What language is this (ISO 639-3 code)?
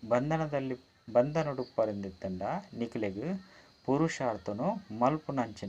tcy